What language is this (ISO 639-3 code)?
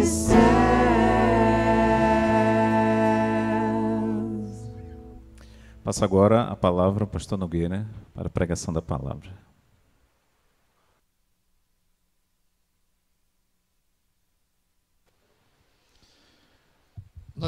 por